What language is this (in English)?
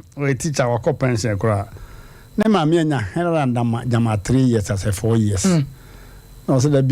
Akan